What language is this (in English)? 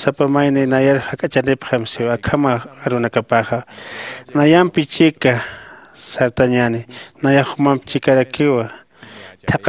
Aymara